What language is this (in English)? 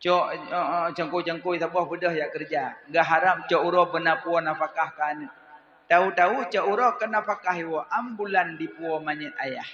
Achinese